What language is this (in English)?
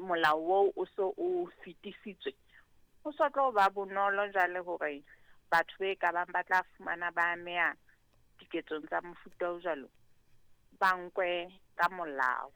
Southern Sotho